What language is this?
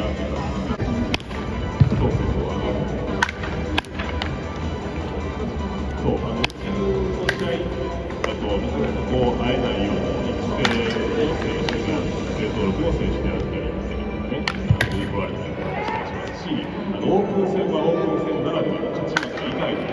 Japanese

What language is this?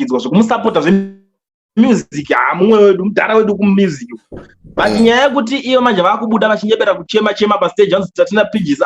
Shona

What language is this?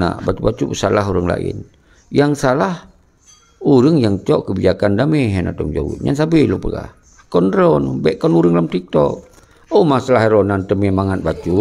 Achinese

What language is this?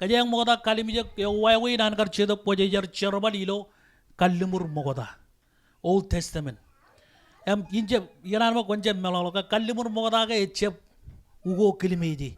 Marshallese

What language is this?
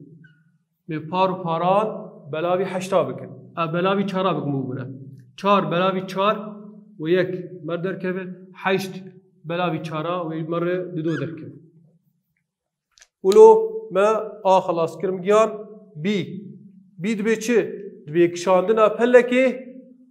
Kurdish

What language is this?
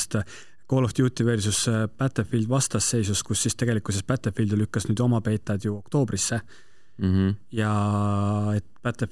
Estonian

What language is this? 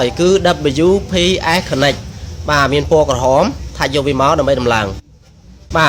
Khmer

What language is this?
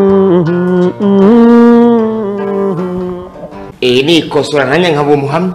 Kinyarwanda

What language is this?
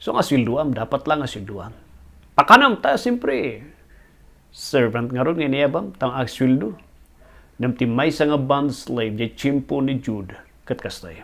Iloko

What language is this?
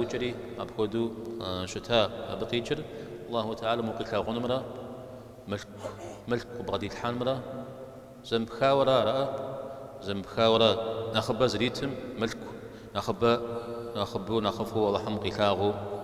Kabardian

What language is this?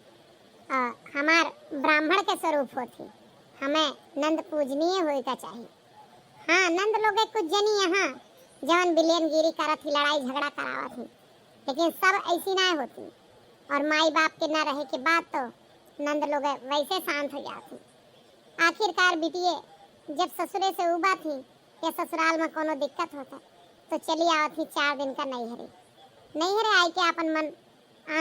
Awadhi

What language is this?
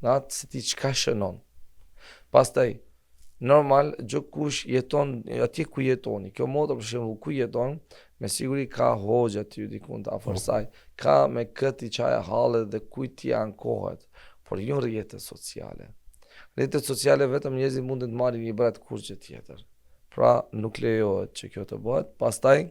Albanian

